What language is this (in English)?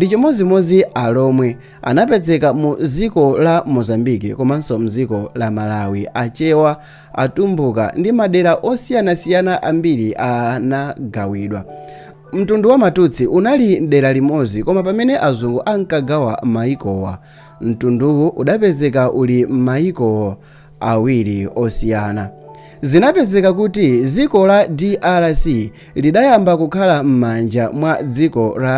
Nyanja